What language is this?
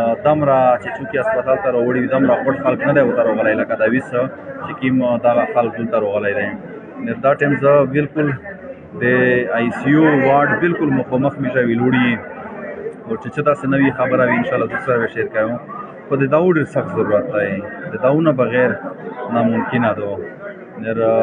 Pashto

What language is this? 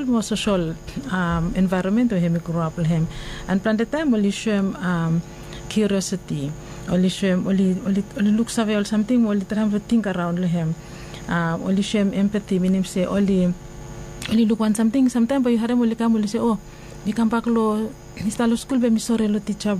Bislama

